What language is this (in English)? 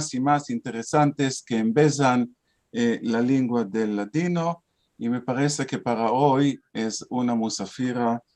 Ladino